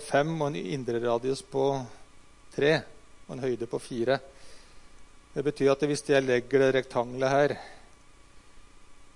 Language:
Norwegian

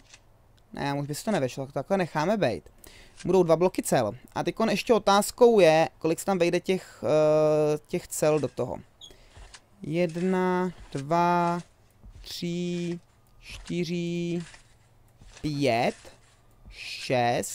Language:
Czech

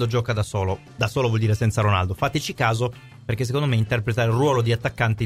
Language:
Italian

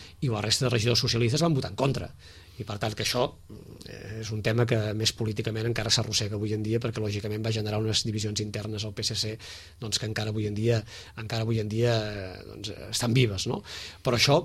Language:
Catalan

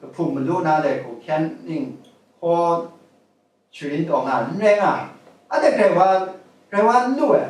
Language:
Kachin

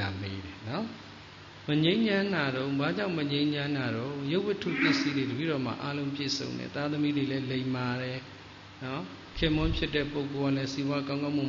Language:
Burmese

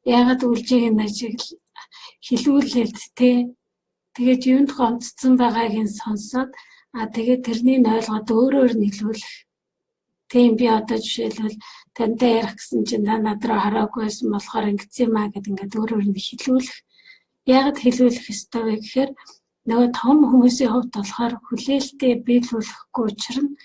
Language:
Mongolian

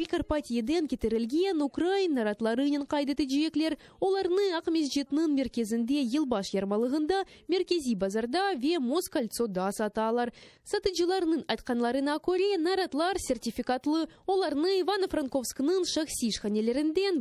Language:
Crimean Tatar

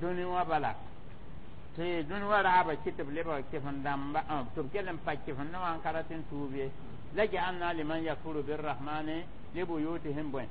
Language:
Mossi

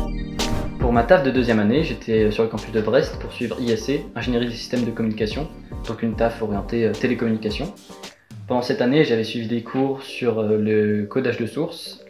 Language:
French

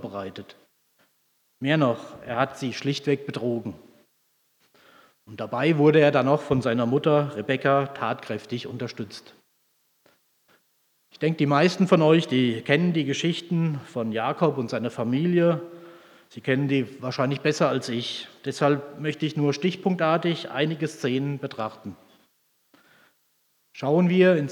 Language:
German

